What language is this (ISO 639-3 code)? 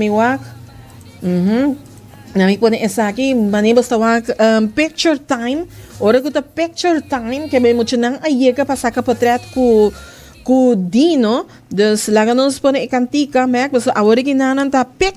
pap